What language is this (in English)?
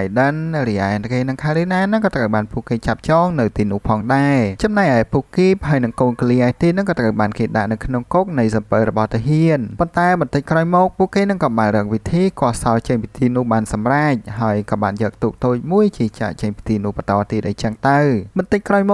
Khmer